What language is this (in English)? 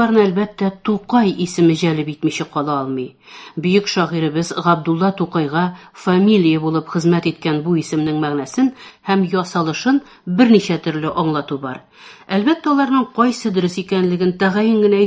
Tatar